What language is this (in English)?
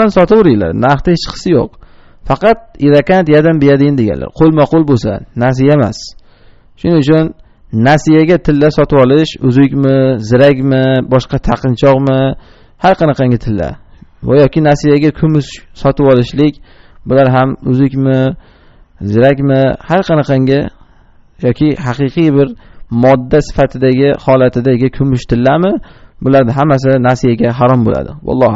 Uzbek